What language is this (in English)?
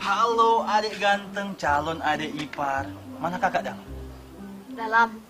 Manado Malay